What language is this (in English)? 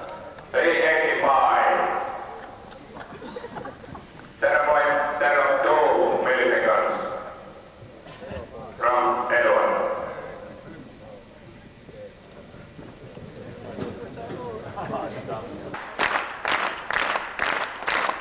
Finnish